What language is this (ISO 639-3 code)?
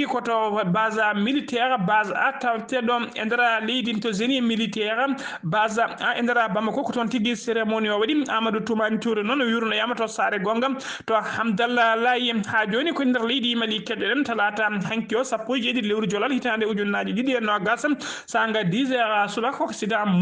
ful